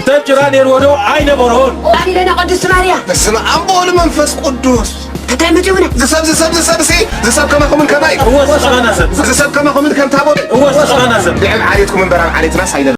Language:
Tigrinya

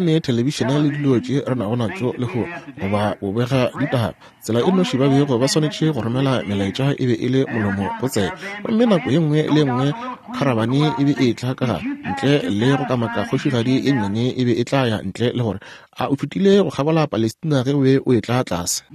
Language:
Northern Sotho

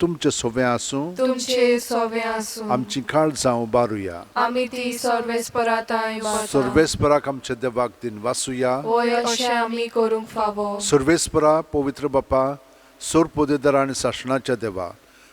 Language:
Konkani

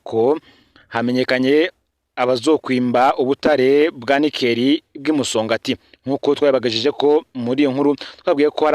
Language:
Rundi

